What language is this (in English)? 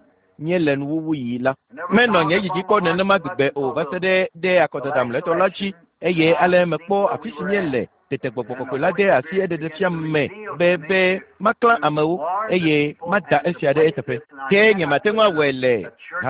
Ewe